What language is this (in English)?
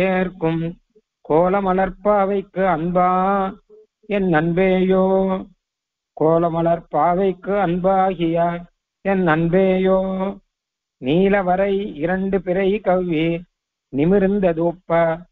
Tamil